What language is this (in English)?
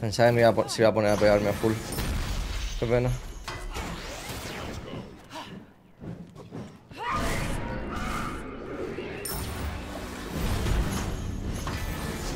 Spanish